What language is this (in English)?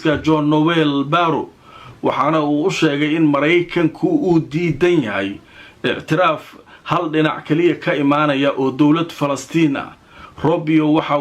Somali